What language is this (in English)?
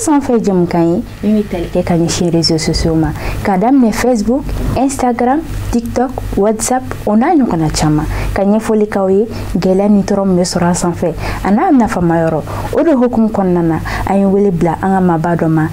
Bambara